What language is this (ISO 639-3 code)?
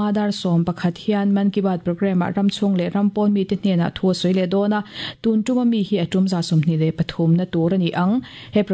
lus